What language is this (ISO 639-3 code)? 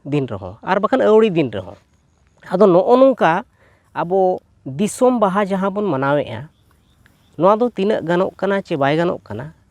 sat